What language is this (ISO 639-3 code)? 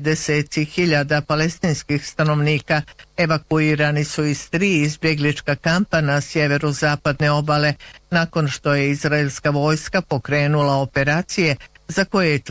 bos